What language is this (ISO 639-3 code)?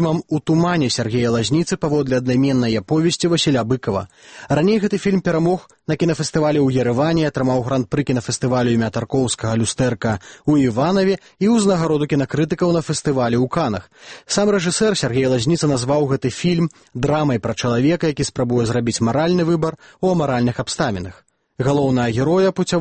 bel